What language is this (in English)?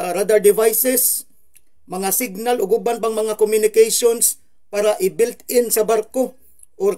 Cebuano